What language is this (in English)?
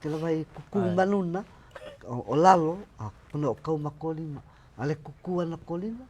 Hawaiian